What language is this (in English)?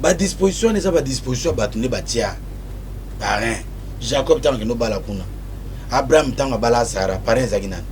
Lingala